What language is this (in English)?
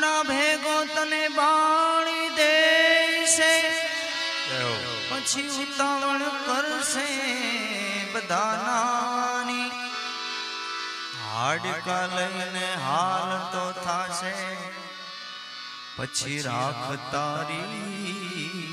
Gujarati